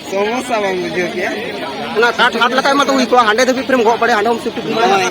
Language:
Santali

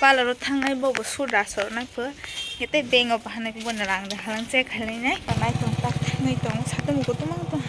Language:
Kok Borok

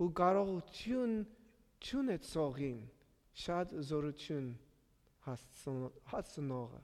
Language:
Armenian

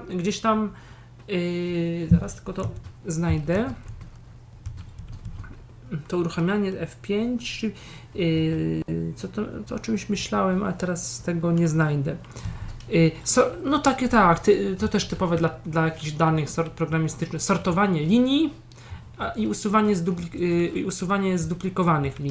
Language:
Polish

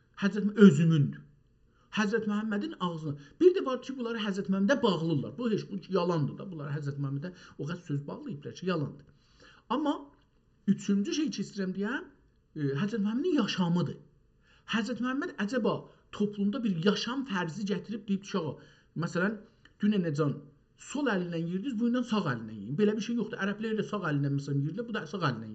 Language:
South Azerbaijani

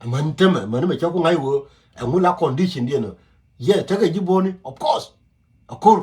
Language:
Nuer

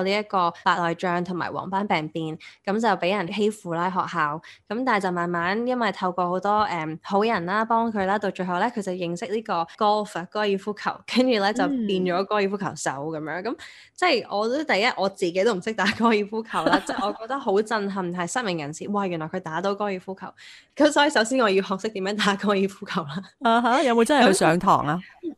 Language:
Cantonese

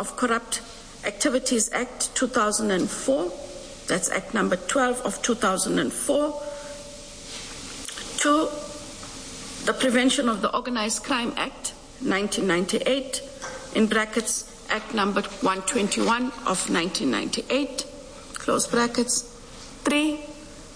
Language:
English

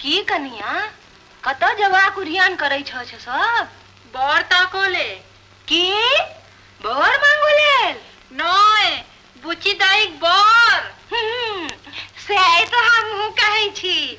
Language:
Maithili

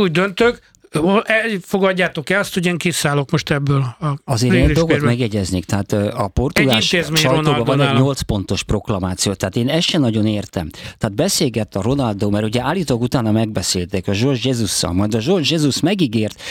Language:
Hungarian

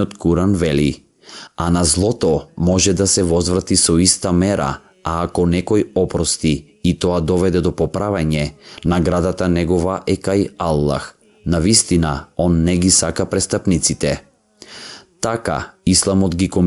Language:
Macedonian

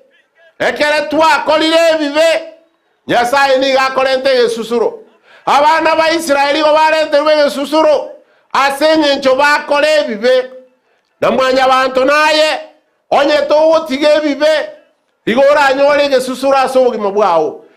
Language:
Gusii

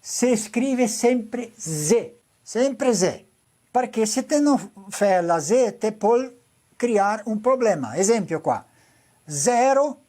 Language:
Venetian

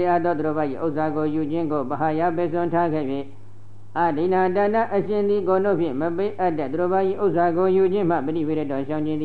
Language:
Burmese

